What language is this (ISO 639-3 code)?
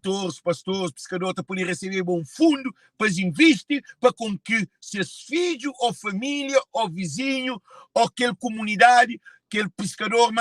kea